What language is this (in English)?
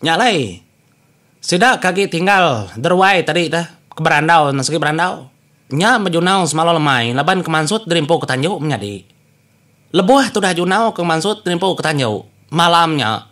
Iban